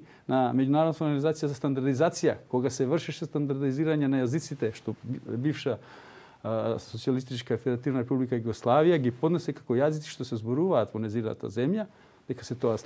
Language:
Macedonian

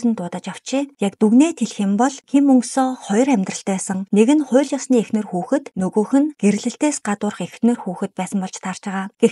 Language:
Mongolian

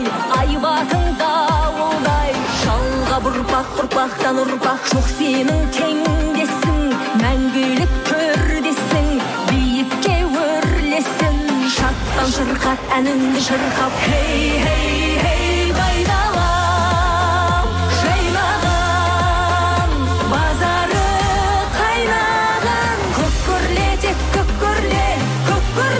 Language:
Kazakh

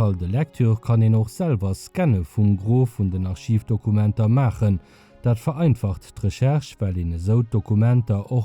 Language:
Luxembourgish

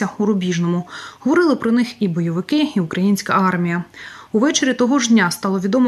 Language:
Ukrainian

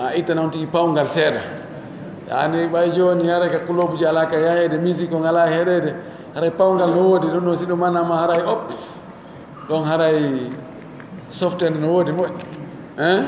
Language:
Pular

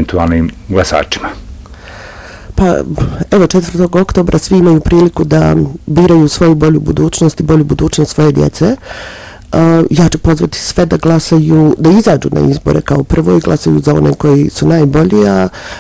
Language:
Bosnian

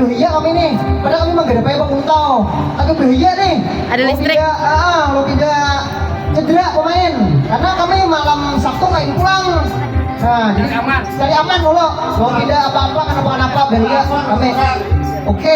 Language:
Banjar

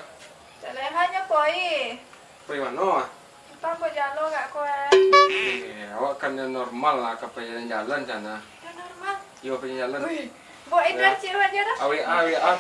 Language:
Minangkabau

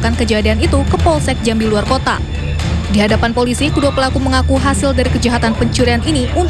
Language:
Indonesian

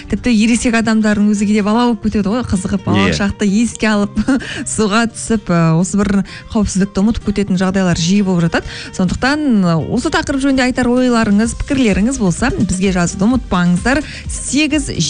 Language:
Kazakh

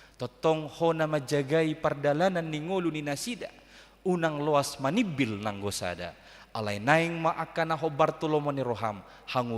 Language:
Batak Toba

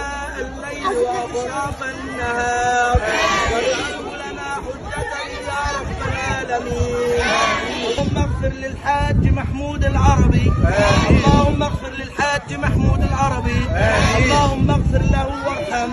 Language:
Arabic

